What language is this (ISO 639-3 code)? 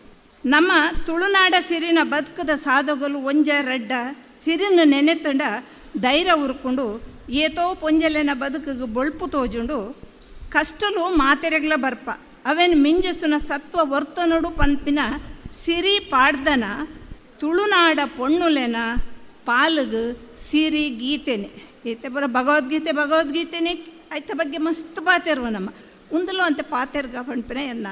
tcy